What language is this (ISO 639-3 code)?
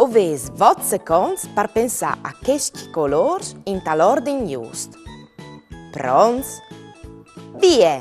fur